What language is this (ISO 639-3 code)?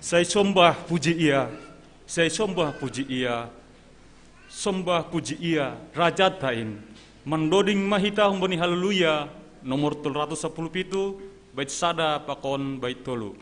bts